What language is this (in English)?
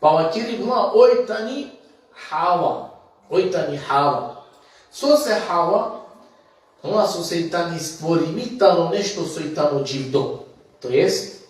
Balkan Romani